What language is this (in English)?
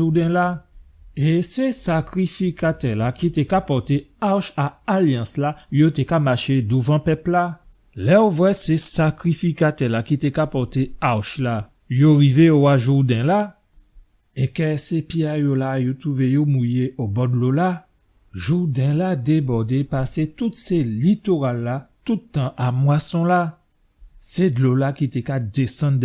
Guadeloupean Creole French